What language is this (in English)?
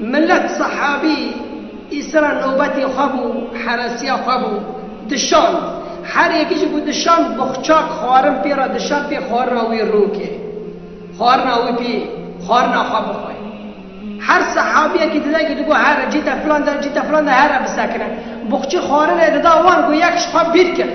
Kurdish